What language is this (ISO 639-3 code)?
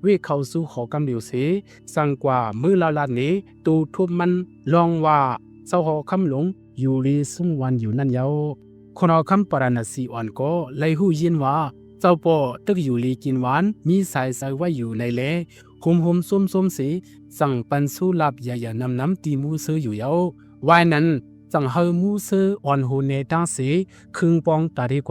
shn